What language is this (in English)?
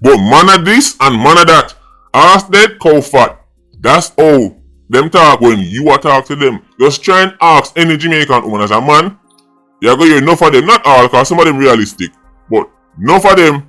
Jamaican Creole English